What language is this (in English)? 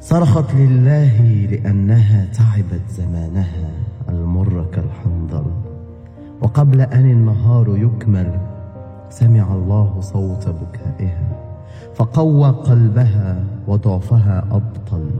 Moroccan Arabic